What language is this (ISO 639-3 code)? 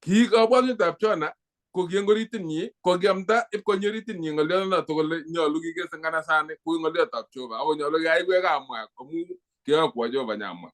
kln